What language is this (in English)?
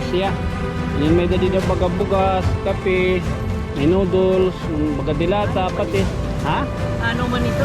Waray